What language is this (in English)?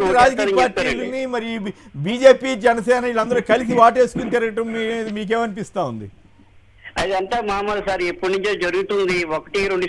Telugu